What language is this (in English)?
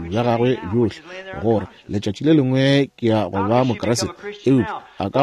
Northern Sotho